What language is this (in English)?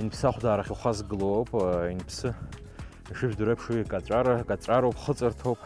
Abkhazian